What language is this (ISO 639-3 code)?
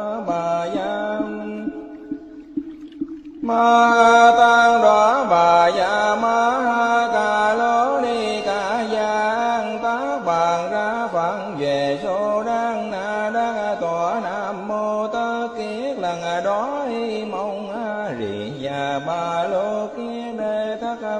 vie